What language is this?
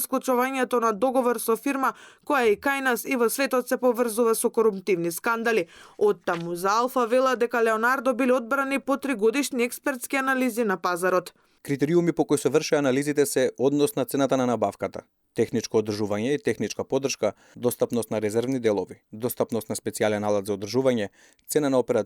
Macedonian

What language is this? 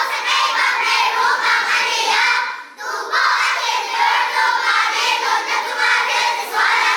Mizo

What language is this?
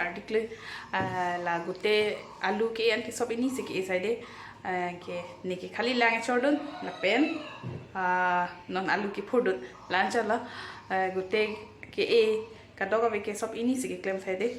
Karbi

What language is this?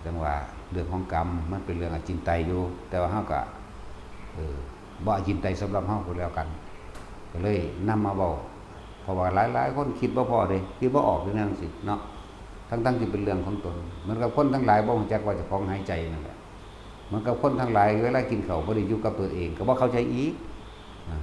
Lao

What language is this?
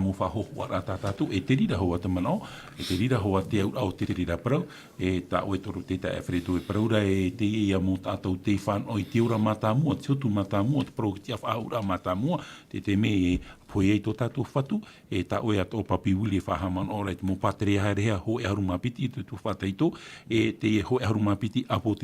Tahitian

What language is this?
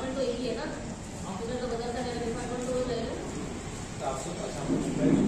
Gujarati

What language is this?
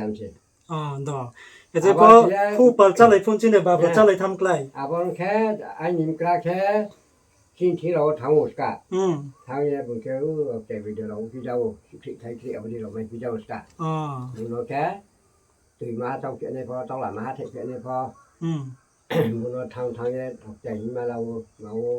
Riang (India)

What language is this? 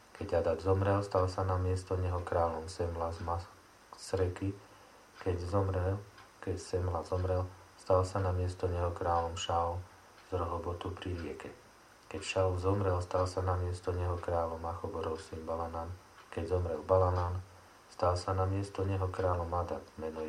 Slovak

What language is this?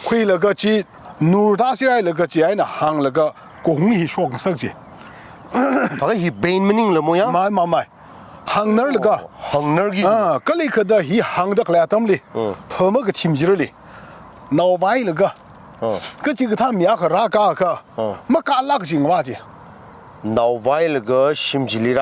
Tangkhul Naga (India)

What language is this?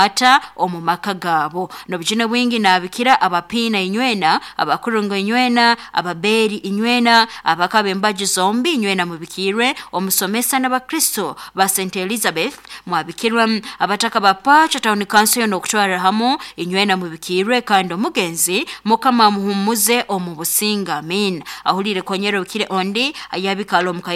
Nyankole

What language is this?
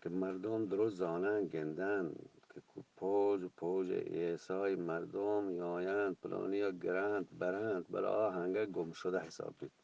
Eastern Balochi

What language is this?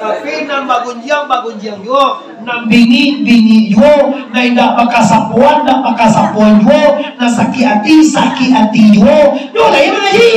Minangkabau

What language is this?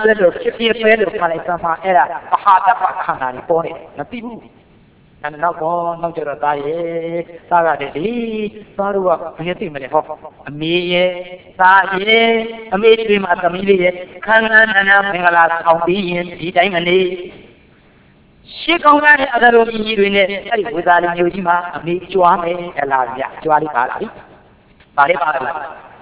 Burmese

